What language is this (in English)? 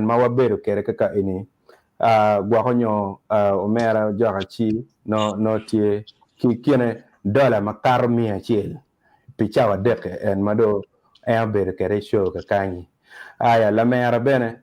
Acoli